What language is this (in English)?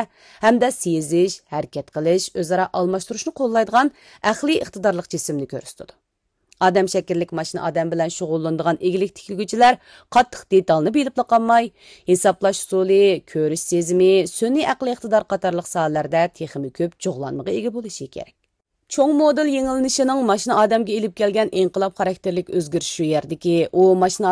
Uyghur